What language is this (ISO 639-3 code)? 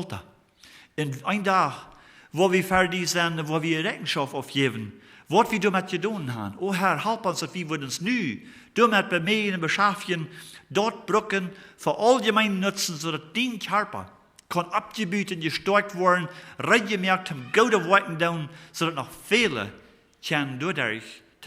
pdt